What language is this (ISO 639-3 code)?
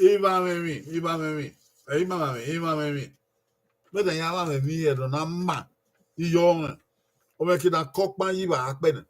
bin